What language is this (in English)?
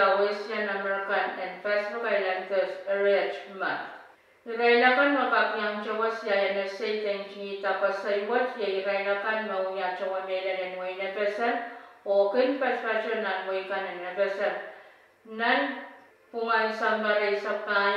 Pohnpeian